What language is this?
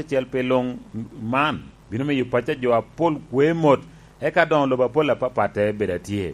Lango (Uganda)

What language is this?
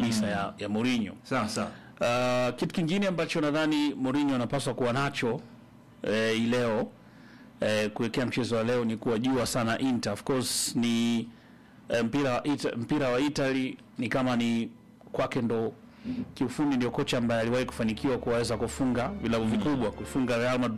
Swahili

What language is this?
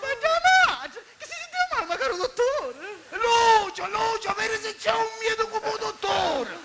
Sicilian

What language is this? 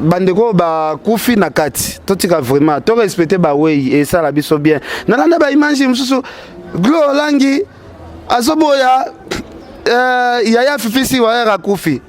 Lingala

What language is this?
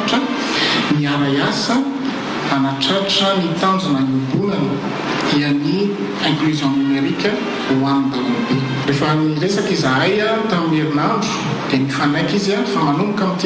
Malagasy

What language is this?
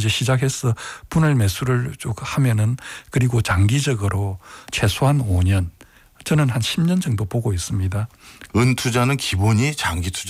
Korean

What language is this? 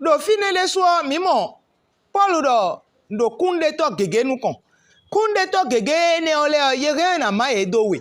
Fon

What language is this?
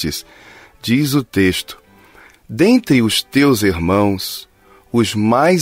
Portuguese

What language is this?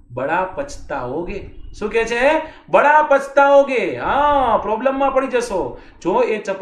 Gujarati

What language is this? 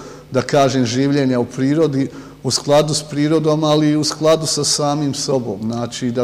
Bosnian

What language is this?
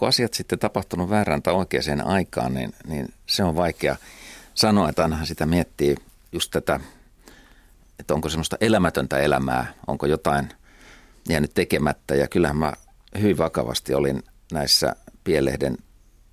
Finnish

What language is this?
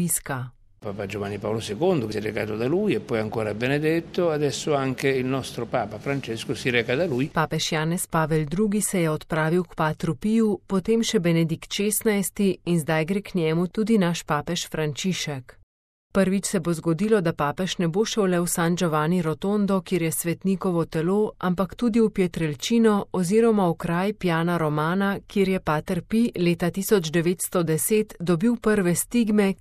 Slovenian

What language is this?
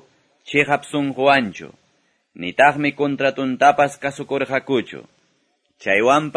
Quechua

